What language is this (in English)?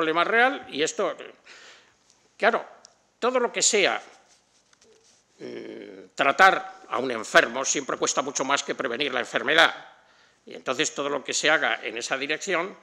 Spanish